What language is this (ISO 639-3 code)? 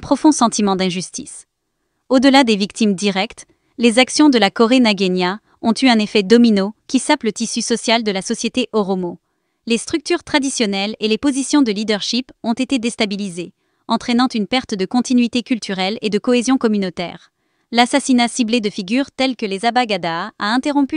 fra